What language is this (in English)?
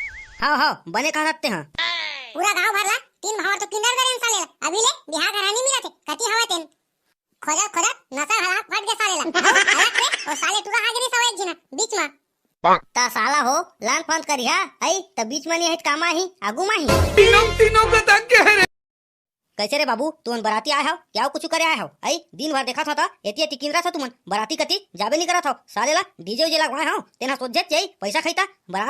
Chhattisgarhi